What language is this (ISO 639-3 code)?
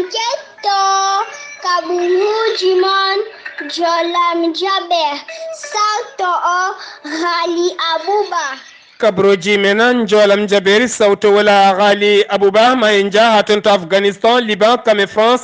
ful